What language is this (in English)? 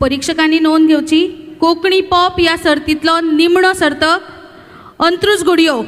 Konkani